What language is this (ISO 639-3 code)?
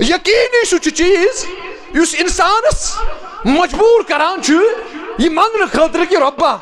kas